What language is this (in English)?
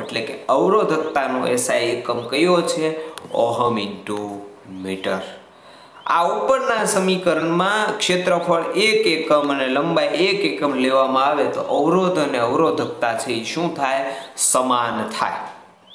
Gujarati